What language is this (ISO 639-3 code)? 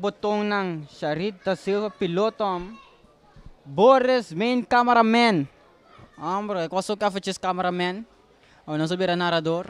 pap